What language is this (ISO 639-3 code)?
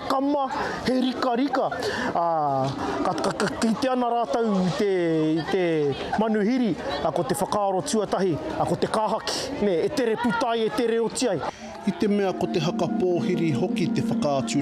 mri